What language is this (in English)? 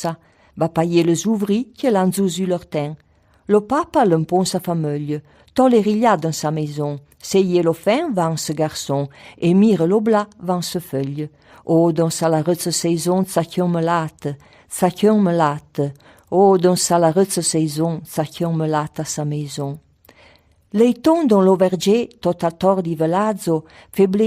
Arpitan